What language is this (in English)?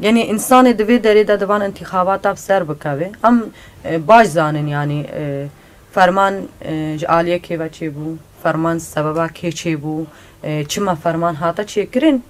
Kurdish